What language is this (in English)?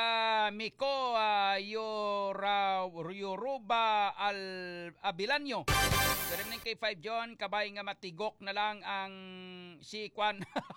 Hiligaynon